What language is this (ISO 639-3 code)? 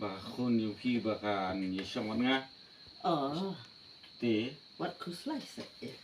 kha